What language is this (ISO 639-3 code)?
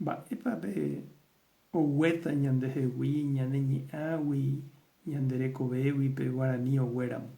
grn